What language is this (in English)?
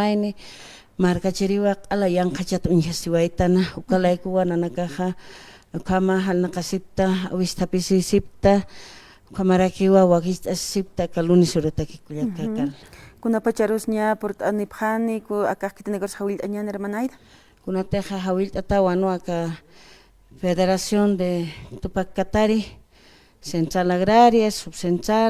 Aymara